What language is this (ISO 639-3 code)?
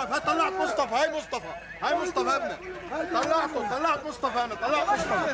apc